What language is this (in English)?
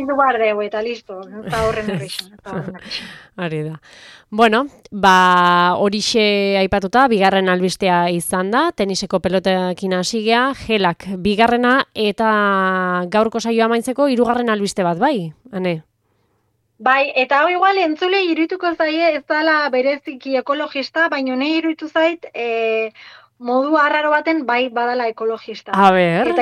Basque